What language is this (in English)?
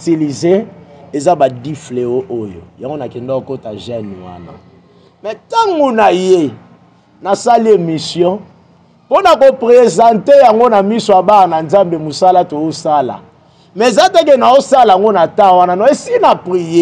Lingala